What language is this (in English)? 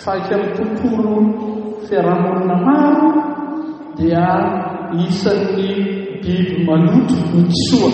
Malagasy